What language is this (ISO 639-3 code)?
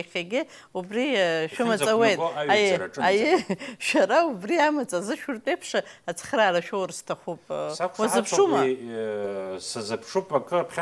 abk